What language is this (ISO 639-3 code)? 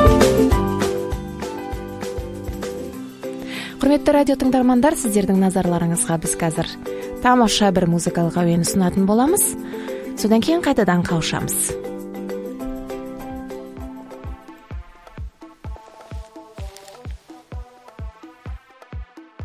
kaz